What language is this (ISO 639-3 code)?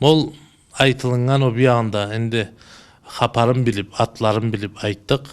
krc